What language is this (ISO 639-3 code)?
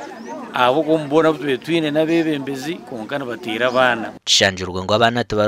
nyn